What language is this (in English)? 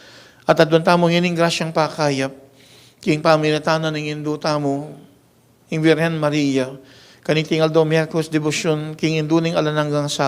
Pampanga